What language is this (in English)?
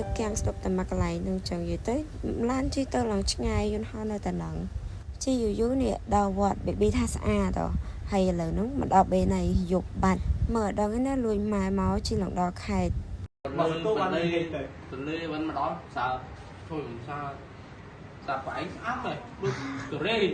Khmer